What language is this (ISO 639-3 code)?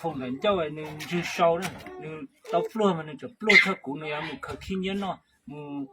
hmn